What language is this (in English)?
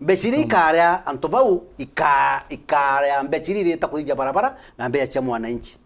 Meru